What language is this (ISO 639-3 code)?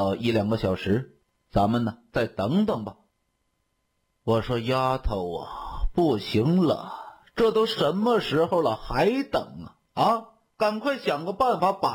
zho